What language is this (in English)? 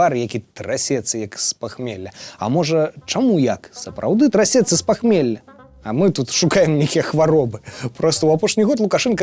Belarusian